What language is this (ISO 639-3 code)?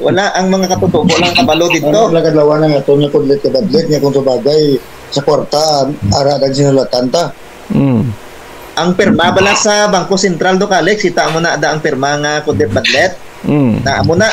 hil